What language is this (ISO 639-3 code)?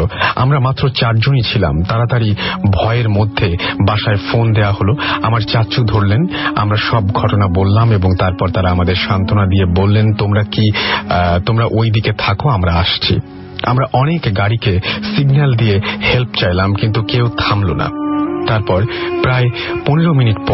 ben